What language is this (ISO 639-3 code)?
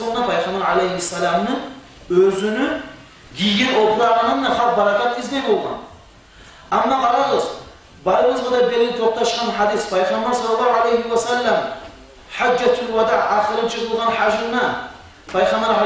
kum